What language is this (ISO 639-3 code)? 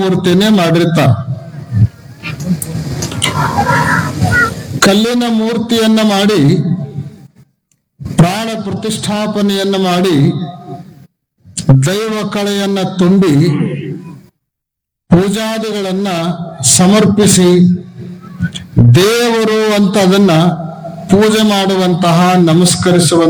kan